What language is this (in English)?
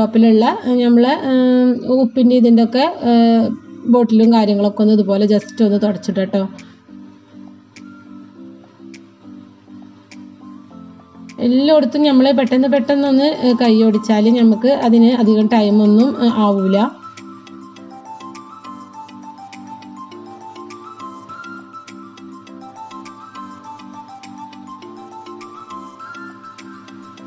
Malayalam